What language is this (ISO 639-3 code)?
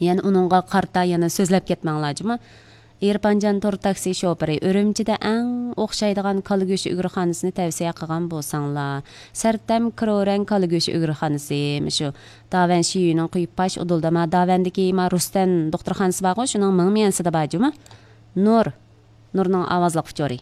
uig